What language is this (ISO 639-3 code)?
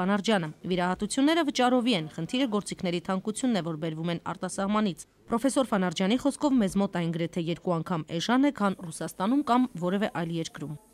hye